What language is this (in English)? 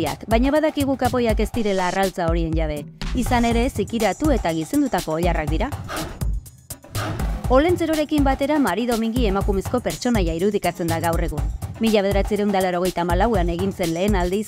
Basque